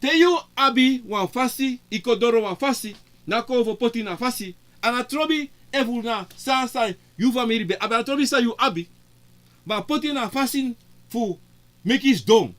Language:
Sranan Tongo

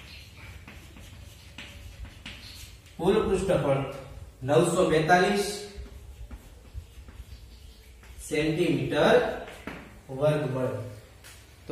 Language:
Gujarati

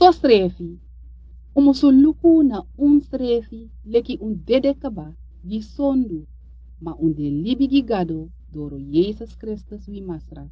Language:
Sranan Tongo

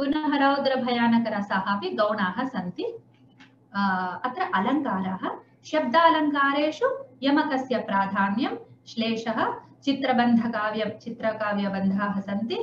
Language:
Sanskrit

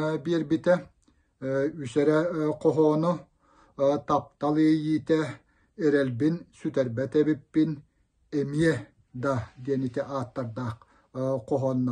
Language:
Yakut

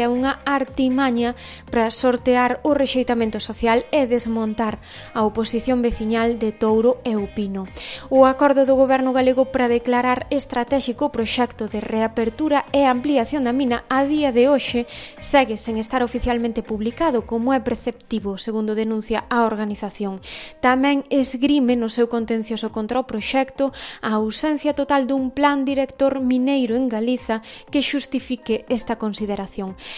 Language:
Galician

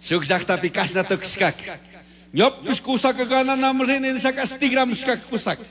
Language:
Chimborazo Highland Quichua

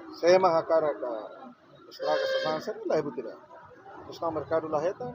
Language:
Tetum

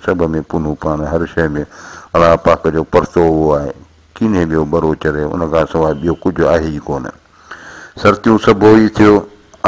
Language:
Sindhi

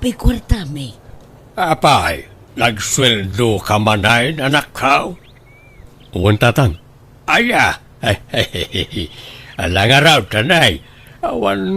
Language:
Iloko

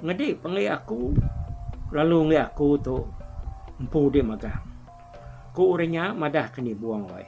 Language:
Iban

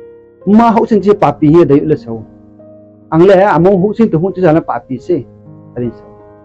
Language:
Riang (India)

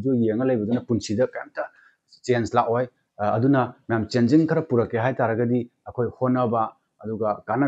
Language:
Manipuri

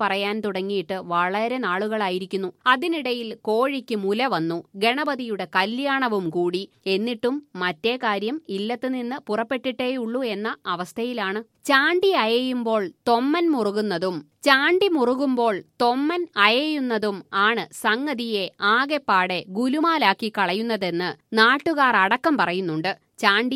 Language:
Malayalam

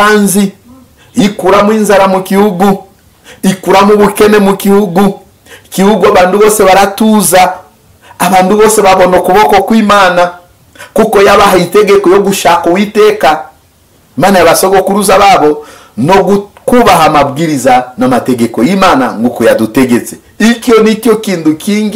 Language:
Kinyarwanda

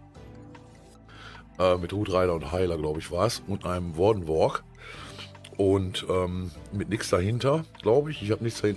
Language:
German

